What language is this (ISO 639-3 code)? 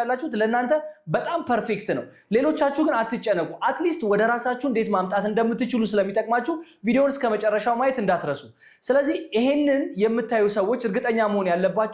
amh